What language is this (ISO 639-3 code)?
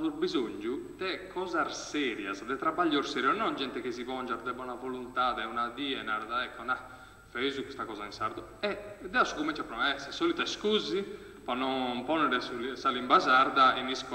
srd